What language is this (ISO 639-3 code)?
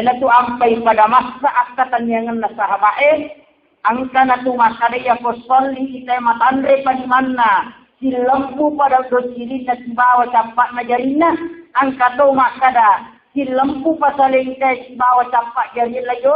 bug